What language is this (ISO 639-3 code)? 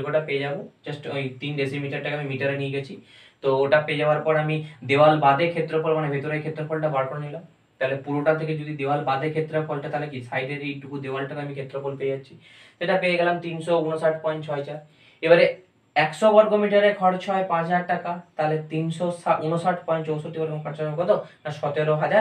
ben